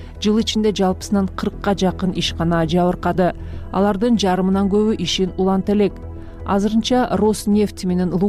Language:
Kyrgyz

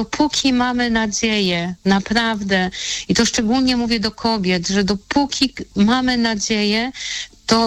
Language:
Polish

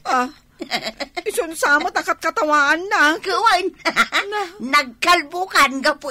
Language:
Iloko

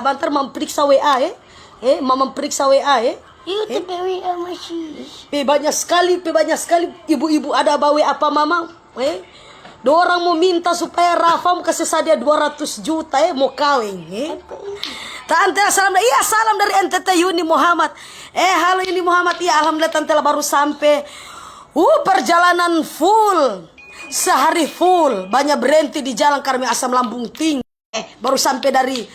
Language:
Manado Malay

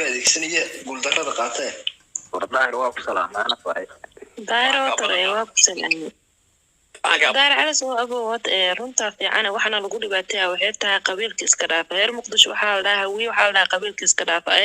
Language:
Somali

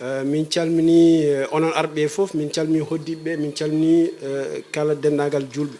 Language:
Fula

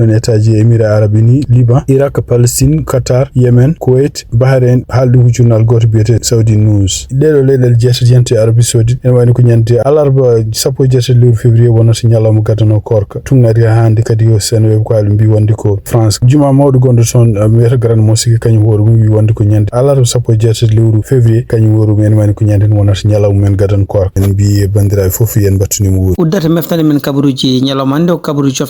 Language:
Fula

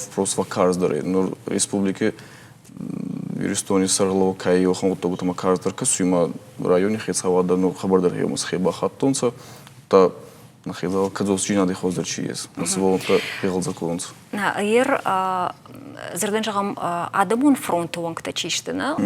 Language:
Ossetic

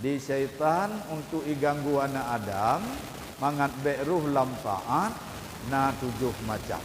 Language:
Achinese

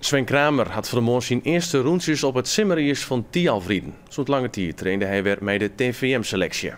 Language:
Western Frisian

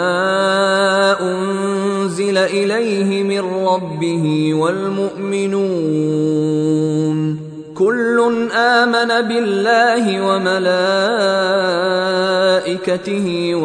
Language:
Arabic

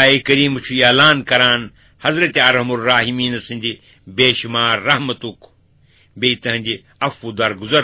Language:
Kashmiri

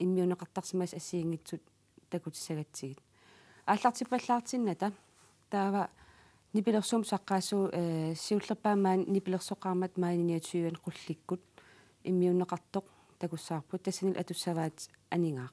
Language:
Kalaallisut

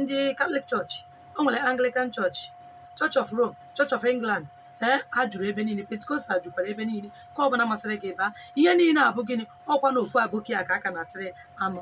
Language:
Igbo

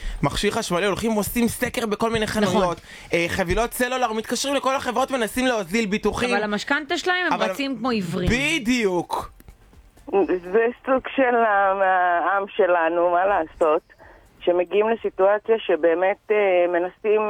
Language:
Hebrew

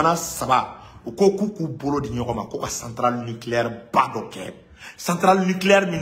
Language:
Bambara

